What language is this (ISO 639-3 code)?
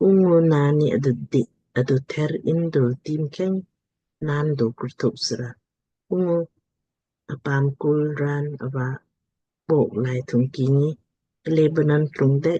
lmk